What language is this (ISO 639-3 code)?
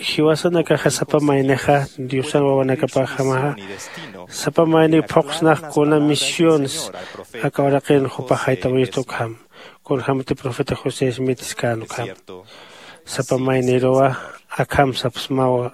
aym